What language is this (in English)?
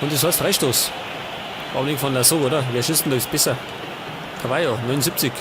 Bavarian